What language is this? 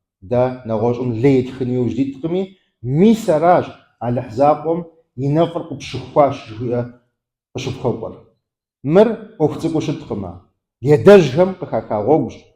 Kabardian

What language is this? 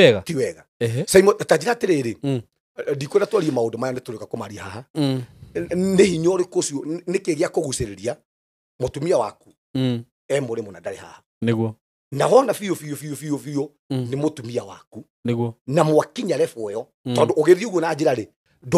Kikuyu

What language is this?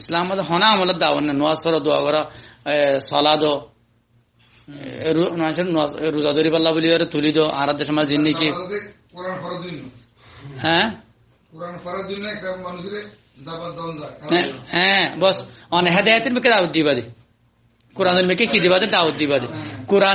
Rohingya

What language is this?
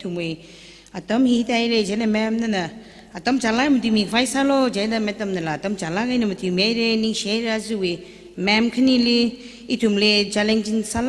Tangkhul Naga (India)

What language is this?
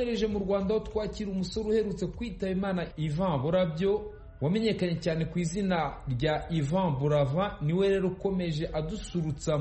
Kinyarwanda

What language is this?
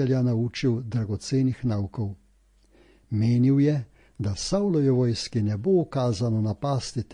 Slovenian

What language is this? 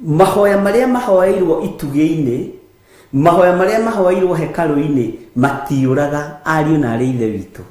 Kikuyu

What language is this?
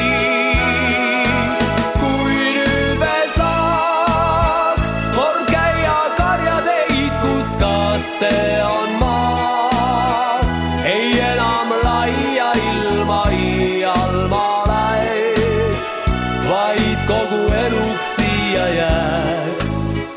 Estonian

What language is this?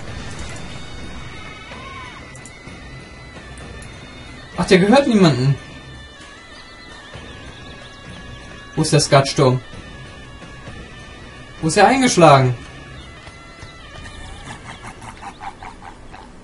German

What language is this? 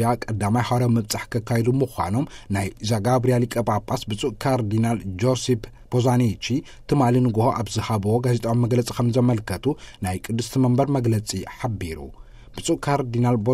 Tigrinya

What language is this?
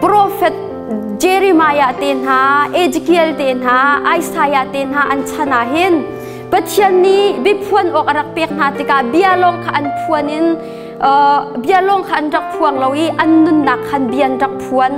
Hakha Chin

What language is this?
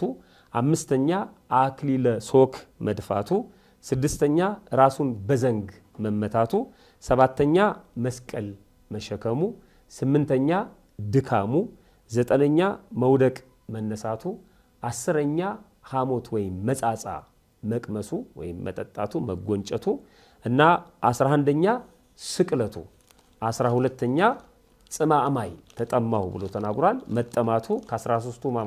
Amharic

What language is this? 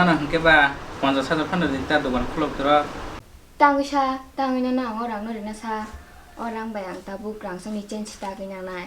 Kok Borok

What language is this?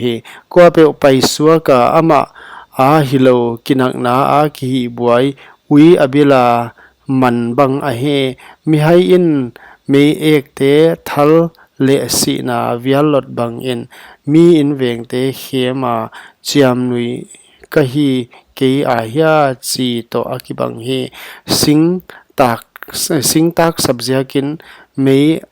Paite Chin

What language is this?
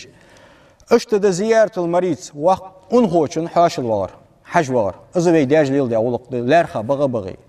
Ingush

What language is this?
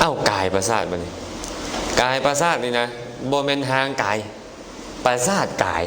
Lao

